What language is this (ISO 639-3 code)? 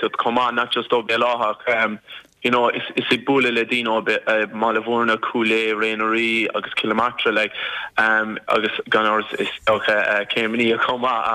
gle